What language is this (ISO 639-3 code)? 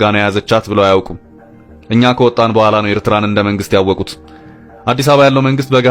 amh